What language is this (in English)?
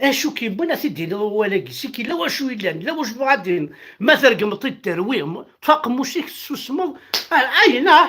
Kabyle